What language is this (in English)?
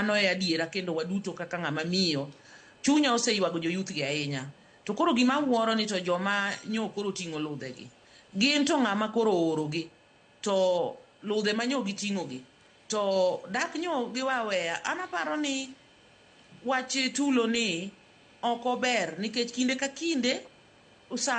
Luo (Kenya and Tanzania)